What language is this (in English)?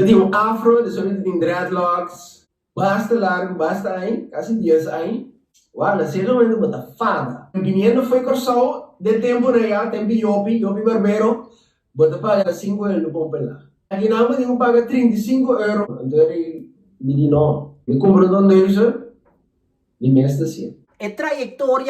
Papiamento